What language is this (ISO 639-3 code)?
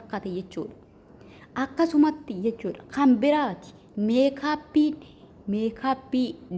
orm